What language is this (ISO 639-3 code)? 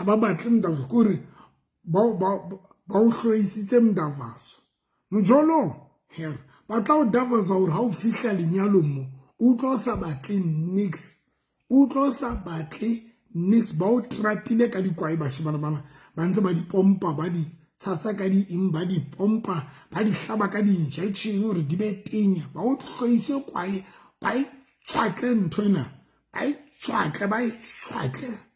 sot